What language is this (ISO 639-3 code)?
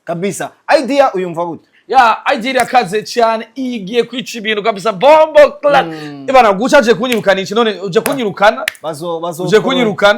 run